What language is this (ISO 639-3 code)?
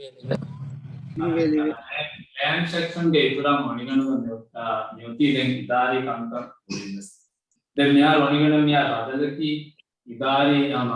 div